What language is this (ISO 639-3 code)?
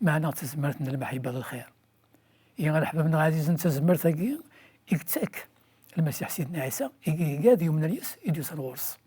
kab